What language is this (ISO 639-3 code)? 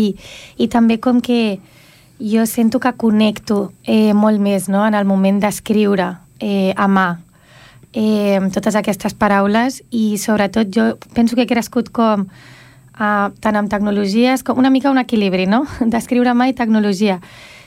cat